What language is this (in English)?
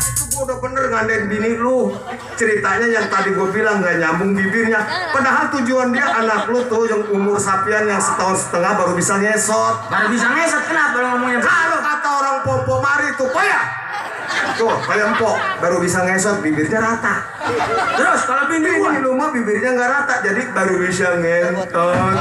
Betawi